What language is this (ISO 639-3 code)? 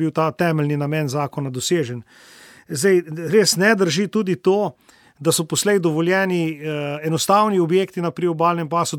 slv